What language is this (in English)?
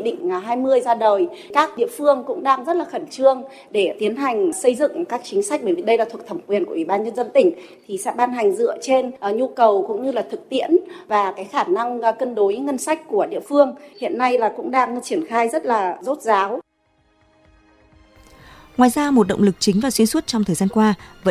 Vietnamese